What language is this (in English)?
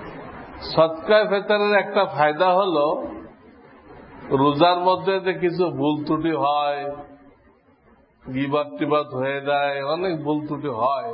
Bangla